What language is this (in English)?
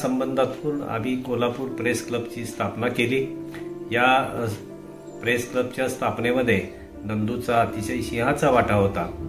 Marathi